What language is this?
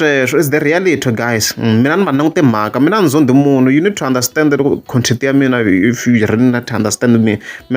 Tsonga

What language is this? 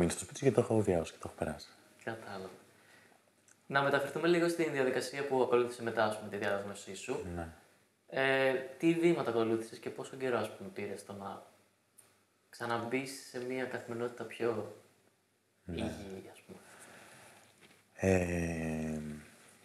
Greek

